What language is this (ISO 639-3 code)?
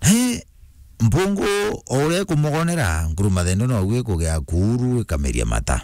mer